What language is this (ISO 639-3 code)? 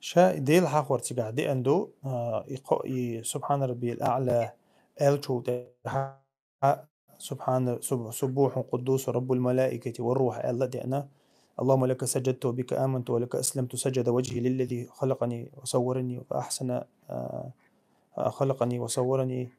che